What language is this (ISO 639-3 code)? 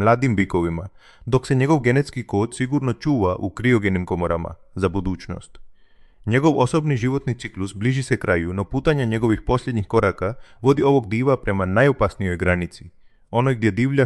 hrv